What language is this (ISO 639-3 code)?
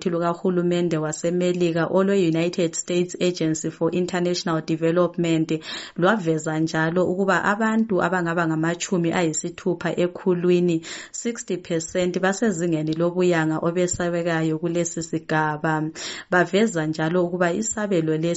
nde